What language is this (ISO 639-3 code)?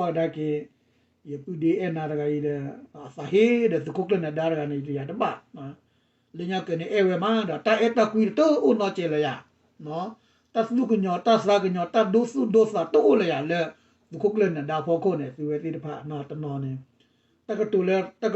ksw